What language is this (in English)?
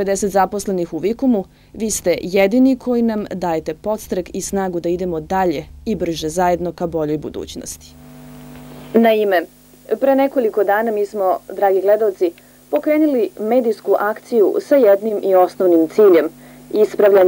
Serbian